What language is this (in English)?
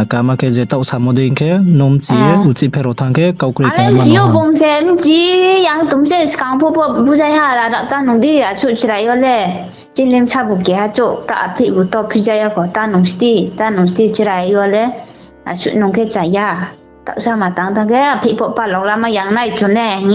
Riang (India)